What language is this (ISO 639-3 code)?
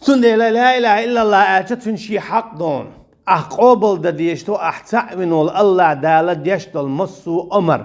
che